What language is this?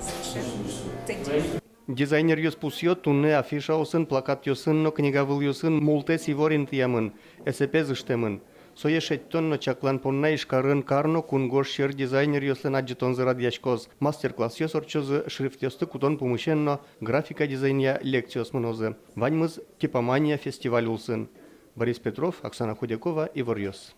Udmurt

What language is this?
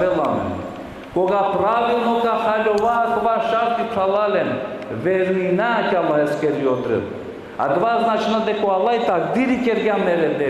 Balkan Romani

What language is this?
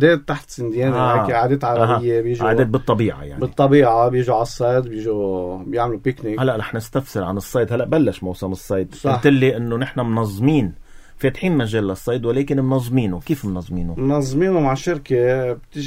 North Levantine Arabic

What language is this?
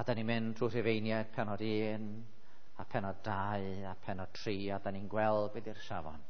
Welsh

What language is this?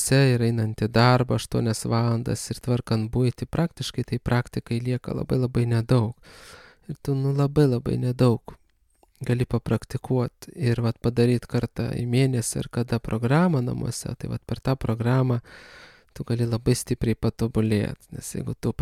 Lithuanian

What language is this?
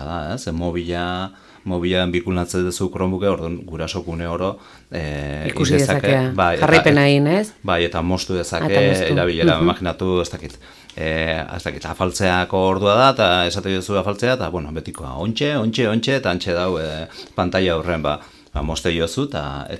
Basque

